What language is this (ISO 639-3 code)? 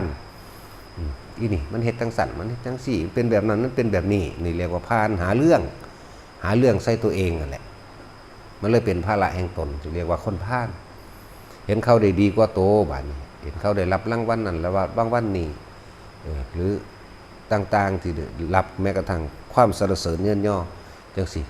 tts